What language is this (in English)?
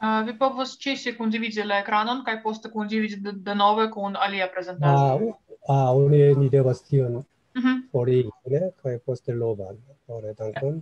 Esperanto